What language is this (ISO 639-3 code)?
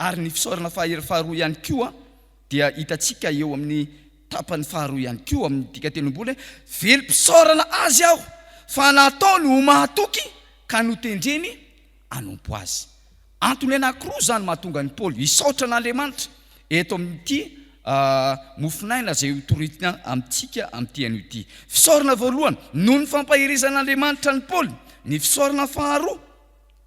mlg